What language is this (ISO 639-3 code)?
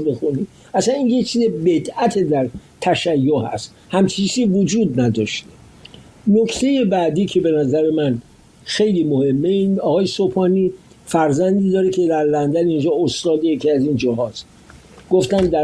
fas